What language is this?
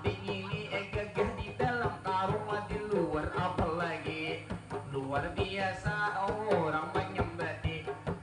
Banjar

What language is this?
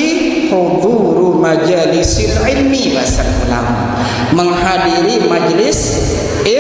Sasak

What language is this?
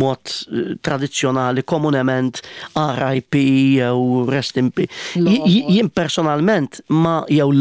Maltese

